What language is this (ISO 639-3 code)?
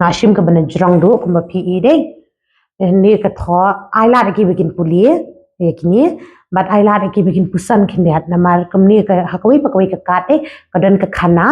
kha